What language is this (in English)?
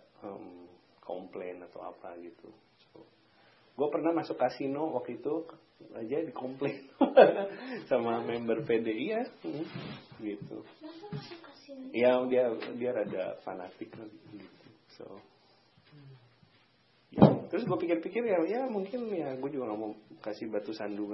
Indonesian